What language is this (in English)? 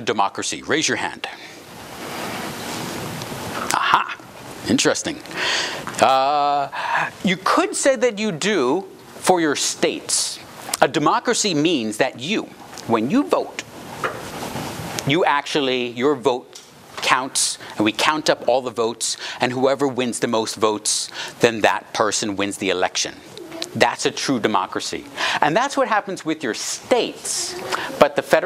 English